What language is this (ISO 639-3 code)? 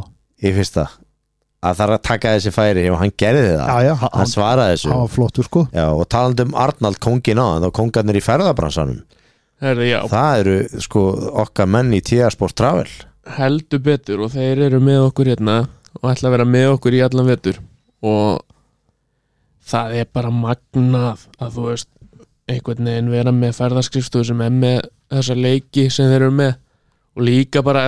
isl